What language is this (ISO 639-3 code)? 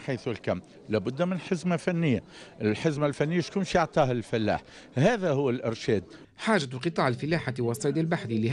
aeb